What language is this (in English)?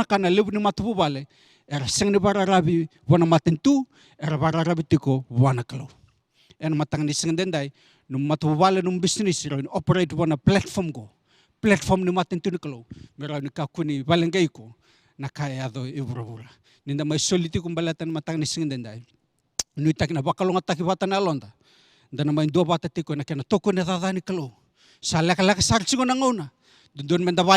Fijian